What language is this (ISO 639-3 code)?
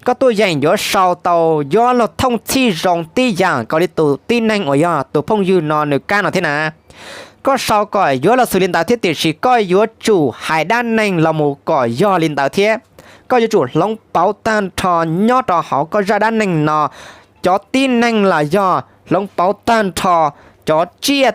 hmn